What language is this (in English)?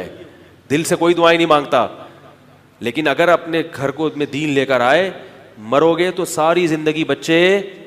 Urdu